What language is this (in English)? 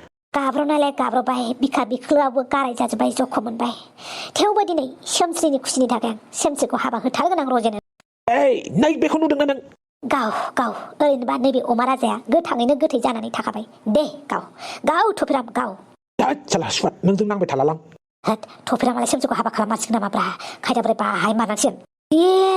Bodo